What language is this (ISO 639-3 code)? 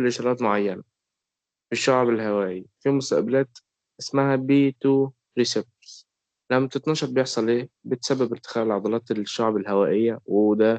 arz